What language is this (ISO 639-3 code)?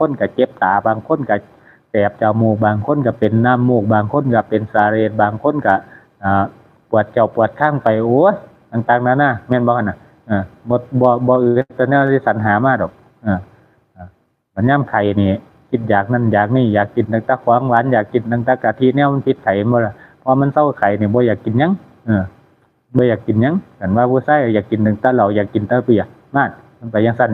tts